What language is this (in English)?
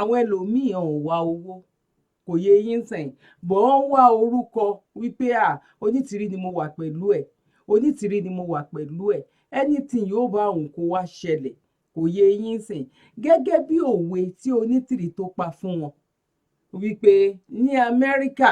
Yoruba